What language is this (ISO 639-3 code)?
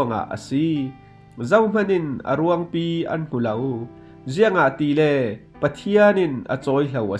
cfm